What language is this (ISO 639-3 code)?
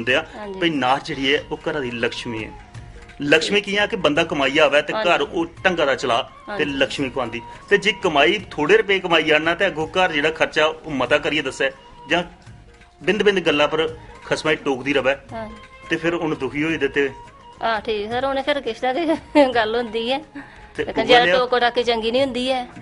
doi